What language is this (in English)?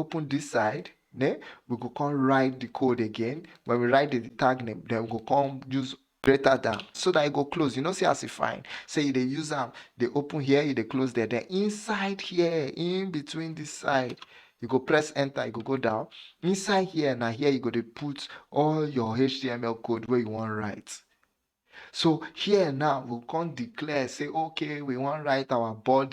Nigerian Pidgin